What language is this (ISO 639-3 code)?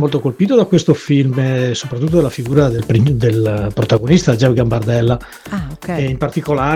ita